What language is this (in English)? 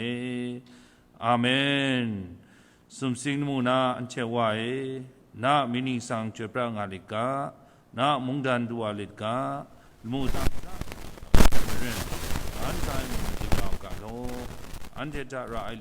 Kachin